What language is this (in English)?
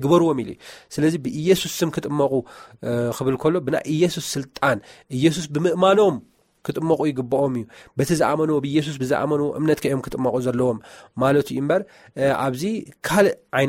Tigrinya